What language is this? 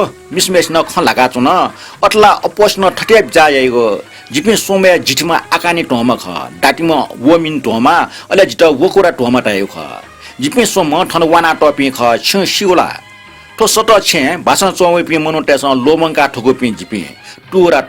Newari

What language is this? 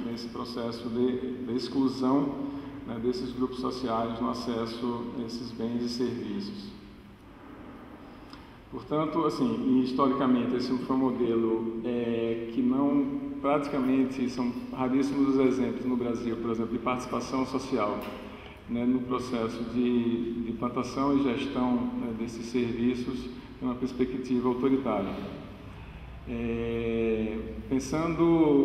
Portuguese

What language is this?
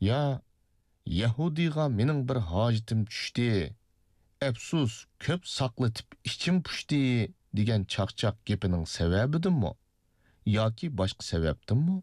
Uyghur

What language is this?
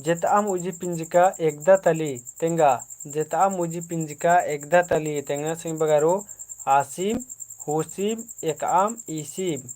Kurukh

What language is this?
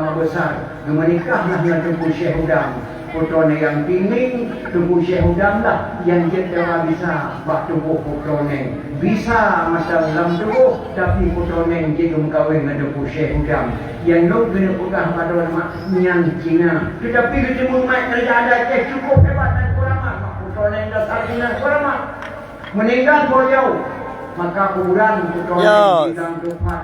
Achinese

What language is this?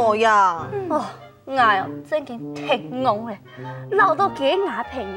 Hakka Chinese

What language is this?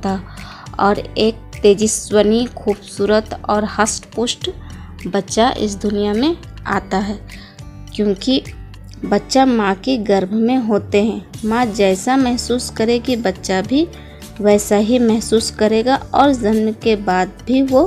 Hindi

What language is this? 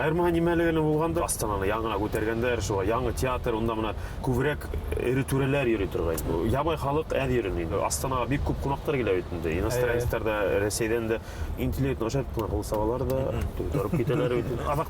Bashkir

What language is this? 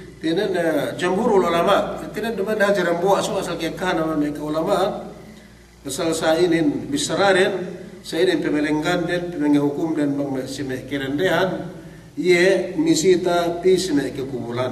Yakan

